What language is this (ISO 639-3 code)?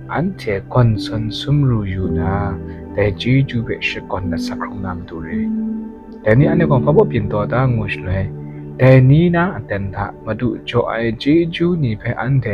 kac